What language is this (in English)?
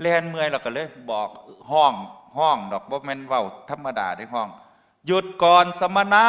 Northeastern Thai